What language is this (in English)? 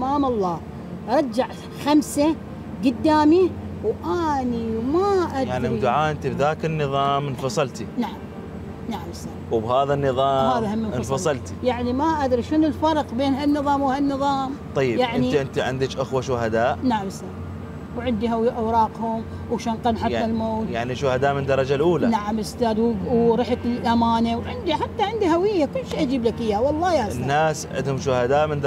Mesopotamian Arabic